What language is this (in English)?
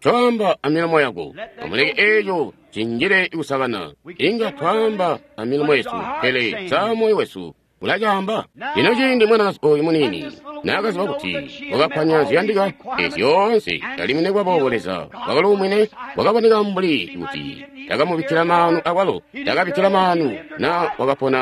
Tonga (Zambia)